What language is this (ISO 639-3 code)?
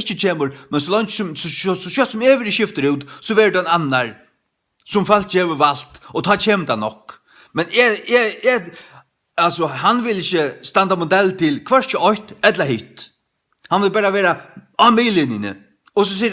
fao